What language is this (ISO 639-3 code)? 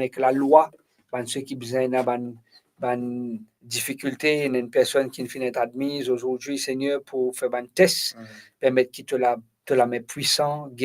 mfe